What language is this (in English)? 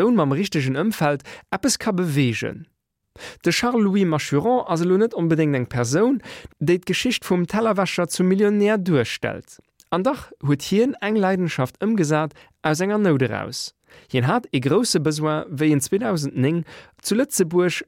Luxembourgish